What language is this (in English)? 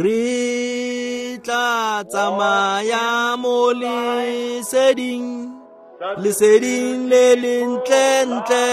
Tswana